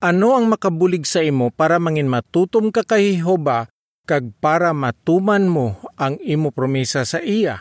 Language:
Hiligaynon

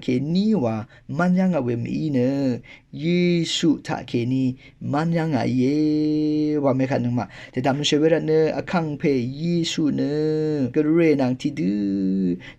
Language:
Rawang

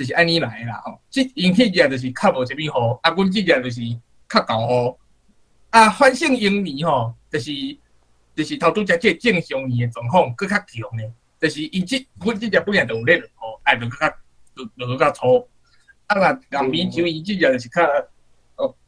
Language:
Min Nan Chinese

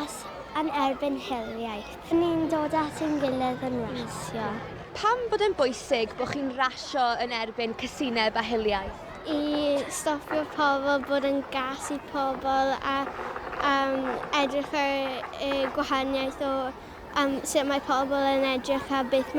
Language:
Welsh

